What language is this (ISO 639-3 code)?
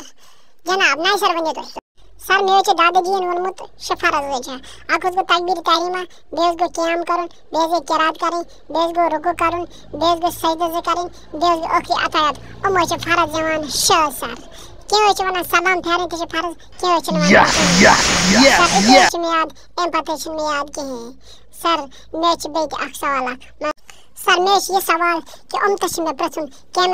kas